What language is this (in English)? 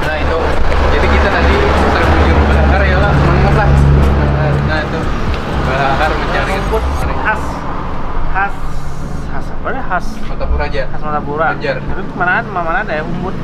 Banjar